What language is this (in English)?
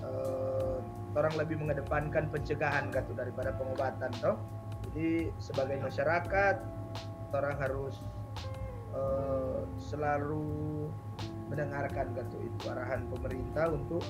Manado Malay